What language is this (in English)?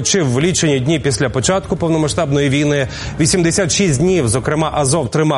Ukrainian